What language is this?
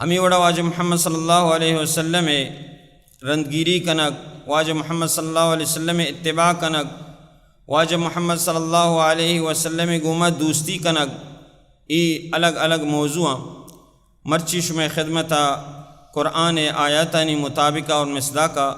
Baluchi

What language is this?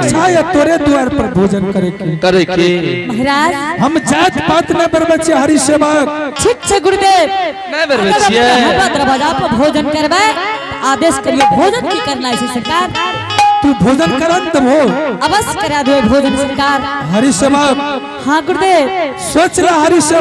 Angika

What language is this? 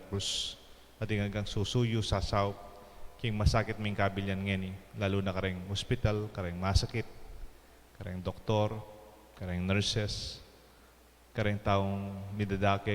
Pampanga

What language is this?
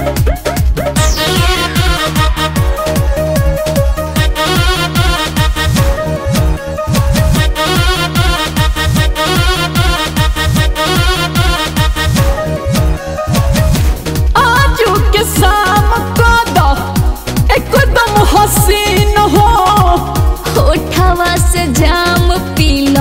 Bhojpuri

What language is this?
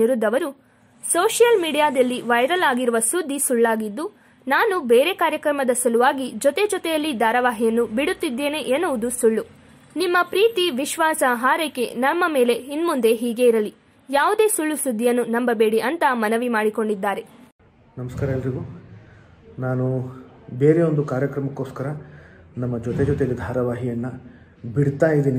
Kannada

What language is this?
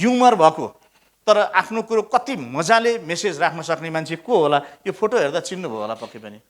Nepali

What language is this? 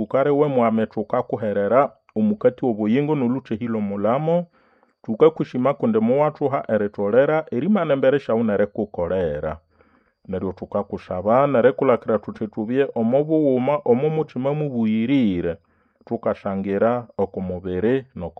Nande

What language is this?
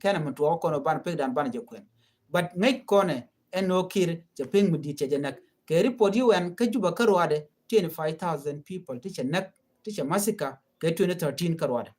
Nuer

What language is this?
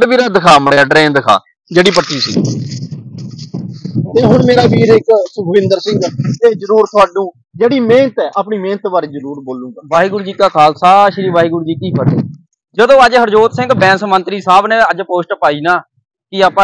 Punjabi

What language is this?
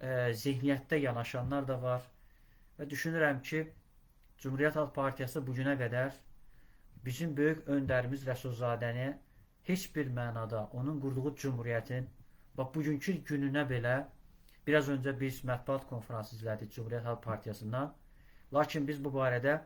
Azerbaijani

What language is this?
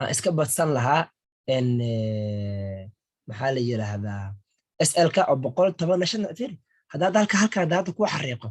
Somali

